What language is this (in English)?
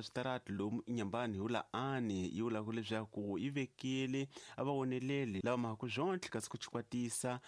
Tsonga